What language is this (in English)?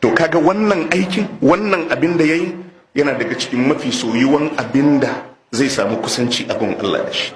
Hausa